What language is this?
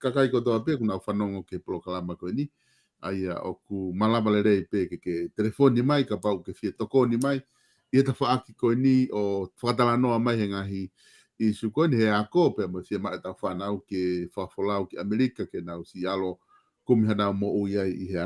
Tongan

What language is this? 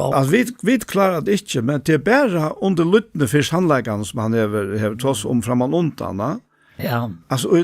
Faroese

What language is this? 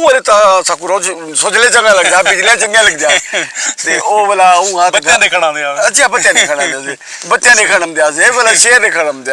Saraiki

